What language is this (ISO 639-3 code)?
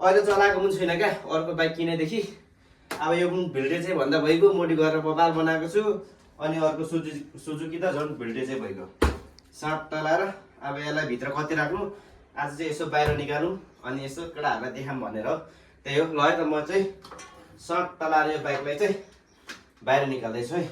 nep